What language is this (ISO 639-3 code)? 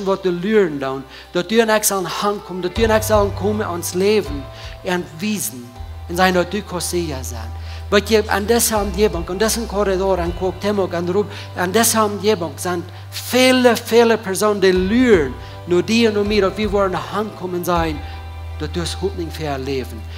pdt